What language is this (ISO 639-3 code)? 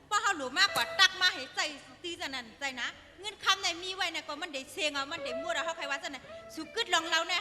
shn